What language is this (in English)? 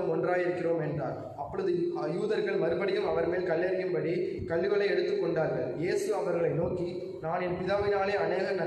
Tamil